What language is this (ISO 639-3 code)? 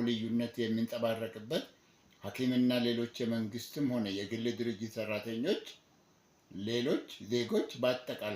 amh